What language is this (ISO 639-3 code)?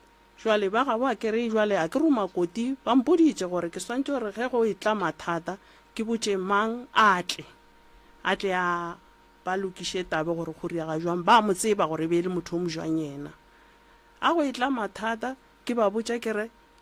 nso